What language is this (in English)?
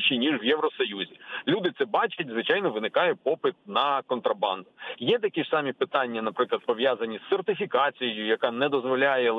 Ukrainian